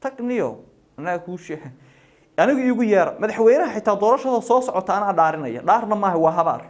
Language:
Somali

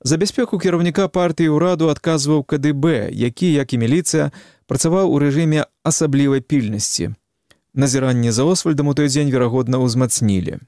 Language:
Belarusian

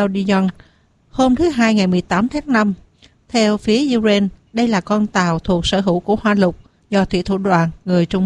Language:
Vietnamese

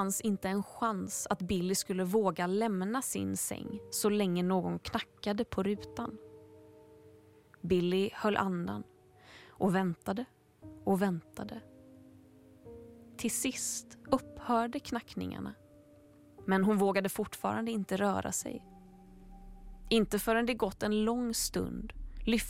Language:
Swedish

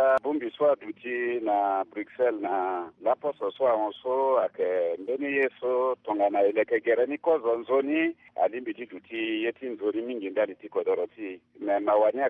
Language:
Sango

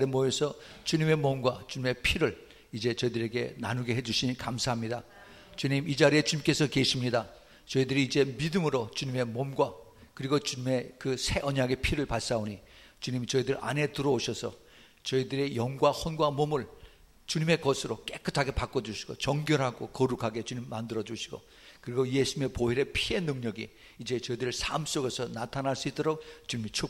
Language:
Korean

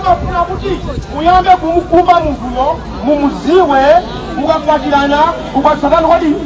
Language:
Nyanja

